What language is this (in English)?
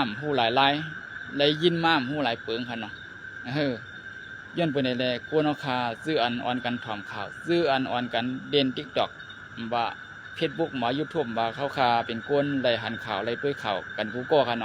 Shan